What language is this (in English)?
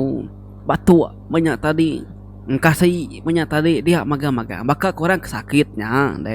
Iban